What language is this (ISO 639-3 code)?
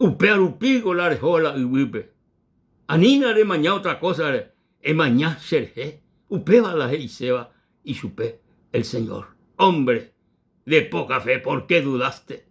grn